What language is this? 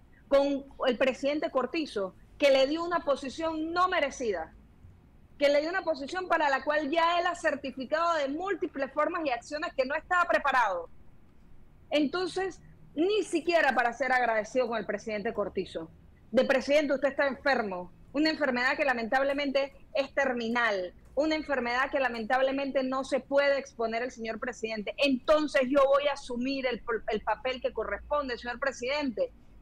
Spanish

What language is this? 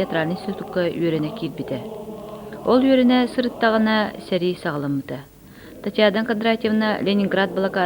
Yakut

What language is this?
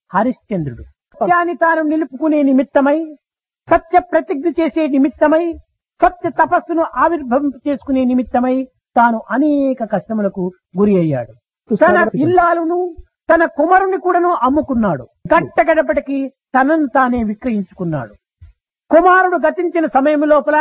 Telugu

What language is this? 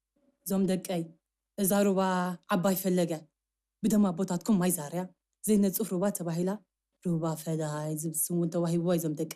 Tigrinya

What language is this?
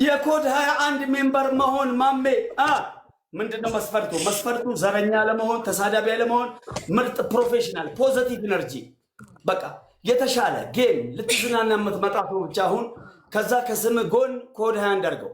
Amharic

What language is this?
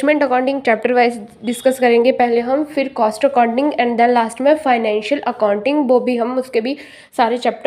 Hindi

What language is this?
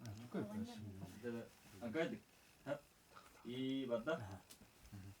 Yakut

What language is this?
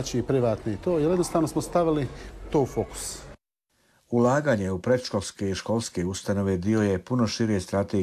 Croatian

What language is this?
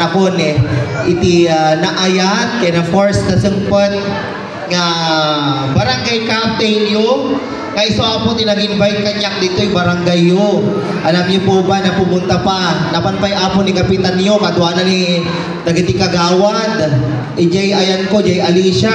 Iloko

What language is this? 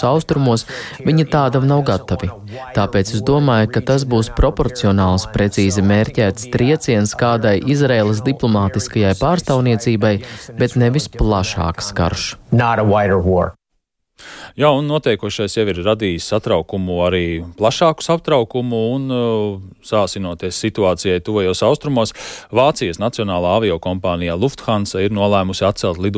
Latvian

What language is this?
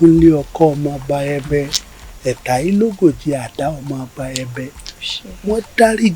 Yoruba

